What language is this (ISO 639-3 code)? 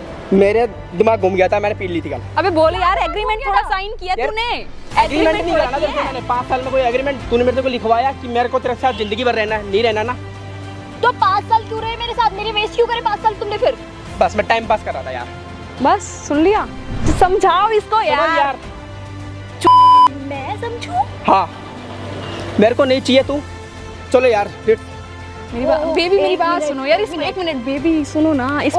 hin